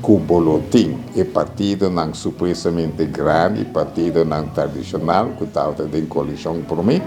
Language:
Papiamento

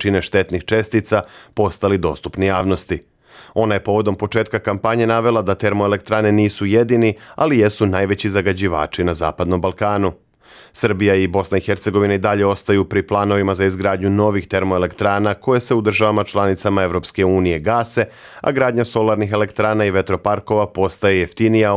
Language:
Serbian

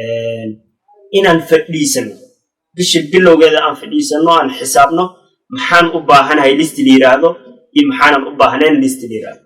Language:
Somali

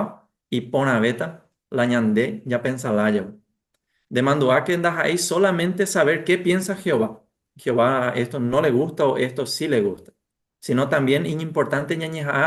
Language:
Guarani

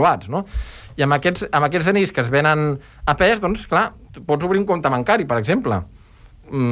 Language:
Catalan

